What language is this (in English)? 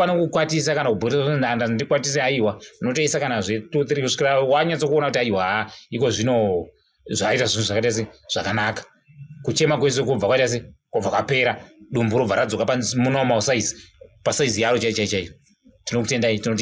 Shona